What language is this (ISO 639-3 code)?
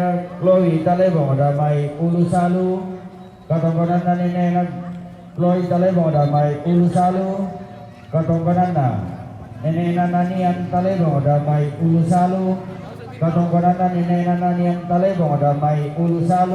sda